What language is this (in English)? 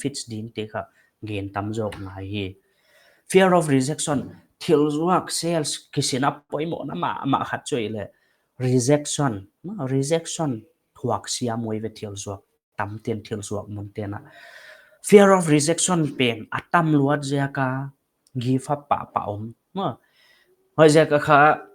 Paite Chin